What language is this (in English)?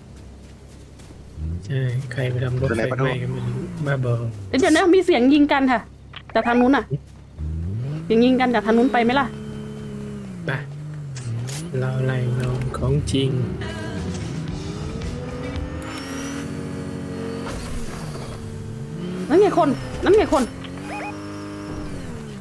Thai